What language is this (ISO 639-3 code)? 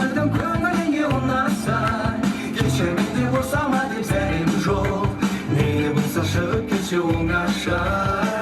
kaa